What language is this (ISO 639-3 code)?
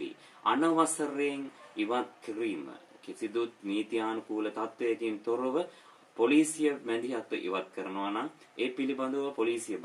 sin